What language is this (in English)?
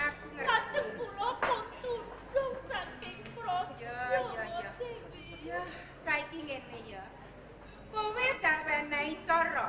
Javanese